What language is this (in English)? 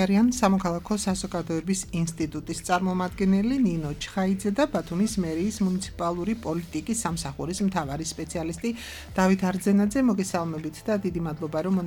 Georgian